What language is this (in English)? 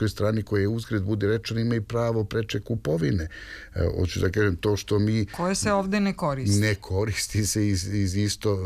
Serbian